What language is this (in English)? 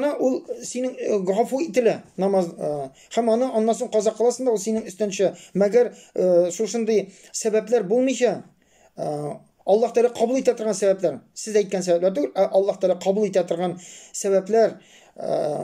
Tatar